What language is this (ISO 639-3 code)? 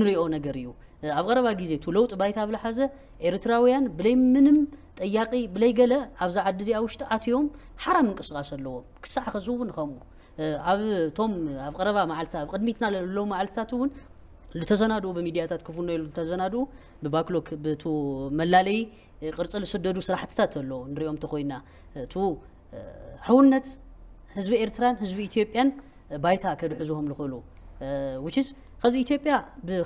tir